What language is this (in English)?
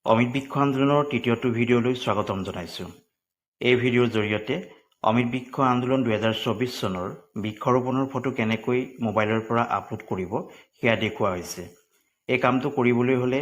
Assamese